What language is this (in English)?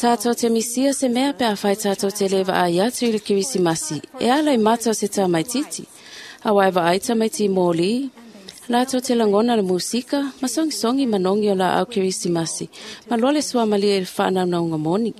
Samoan